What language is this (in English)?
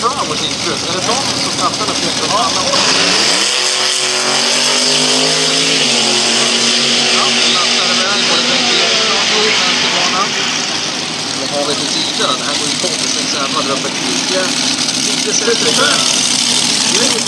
Swedish